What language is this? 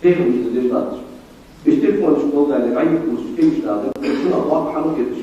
Ingush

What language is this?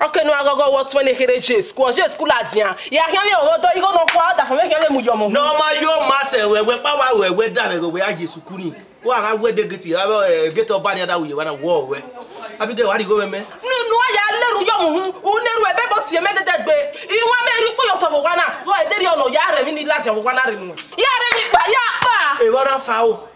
Bini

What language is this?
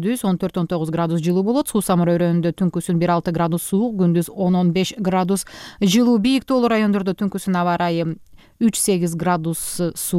Kyrgyz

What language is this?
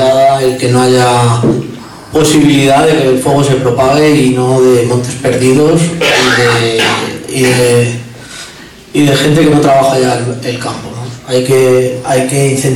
Spanish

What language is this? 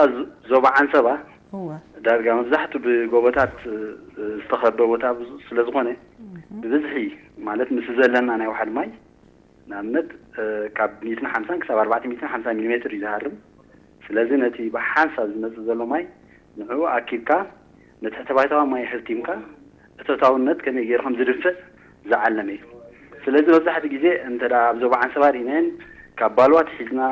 Tigrinya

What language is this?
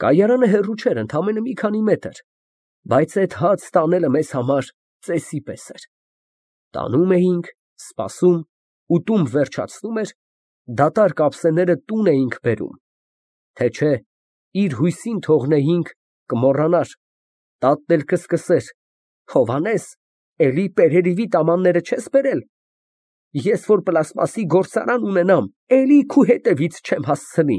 Armenian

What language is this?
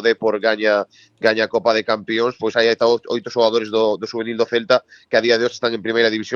Galician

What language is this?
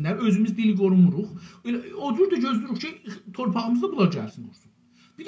South Azerbaijani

